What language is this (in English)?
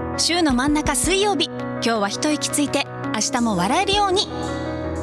Japanese